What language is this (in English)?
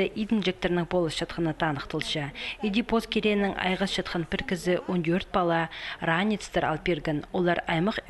Khakas